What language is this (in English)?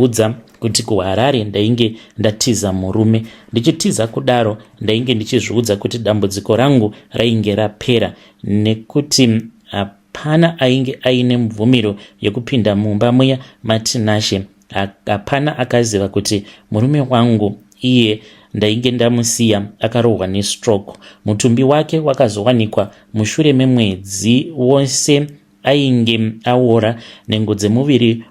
Shona